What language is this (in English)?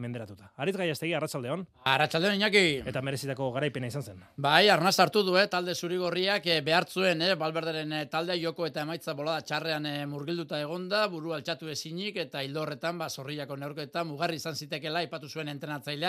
Basque